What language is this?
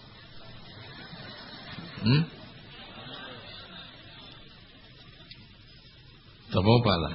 Burmese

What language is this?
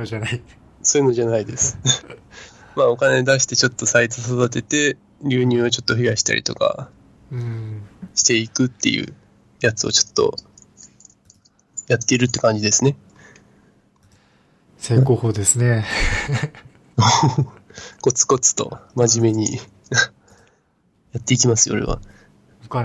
Japanese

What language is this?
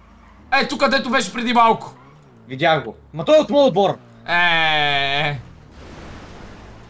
Bulgarian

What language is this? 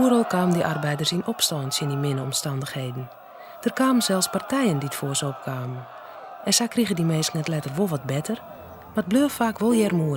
Western Frisian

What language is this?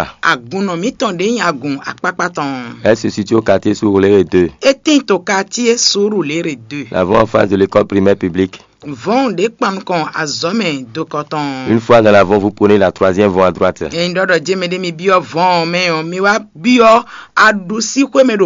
Fon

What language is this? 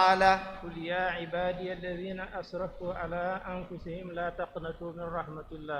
Wolof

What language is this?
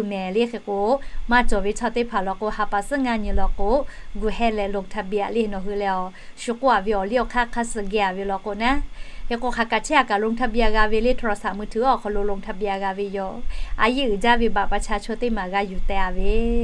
Lahu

